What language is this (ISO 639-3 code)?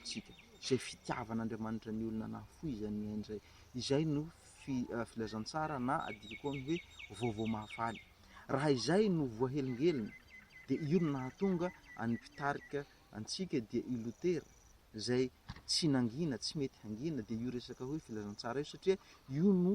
mlg